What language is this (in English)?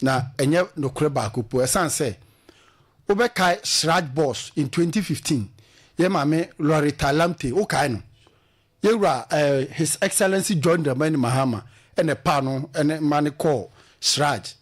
Akan